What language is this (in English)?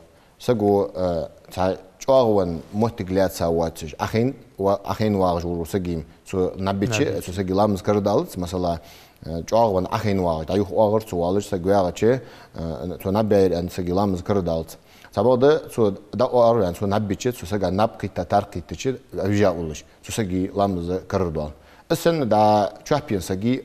Ingush